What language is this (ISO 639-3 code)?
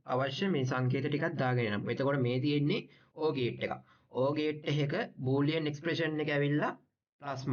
sin